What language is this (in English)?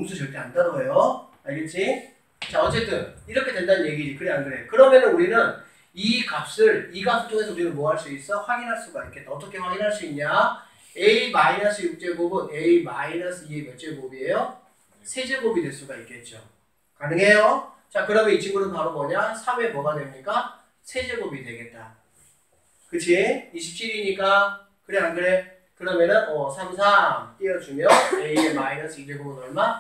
Korean